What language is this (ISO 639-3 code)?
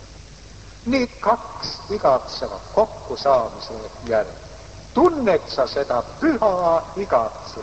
est